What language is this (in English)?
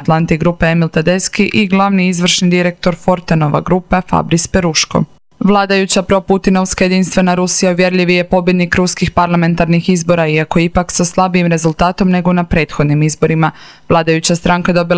Croatian